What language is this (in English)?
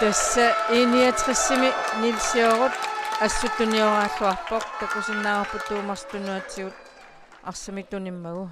Kalaallisut